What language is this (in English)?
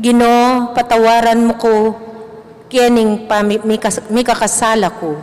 Pampanga